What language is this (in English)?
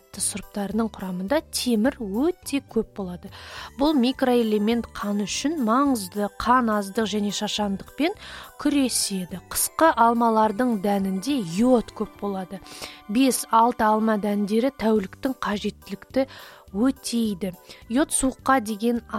Kazakh